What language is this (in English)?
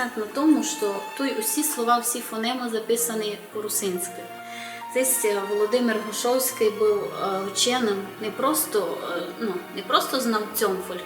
Rusyn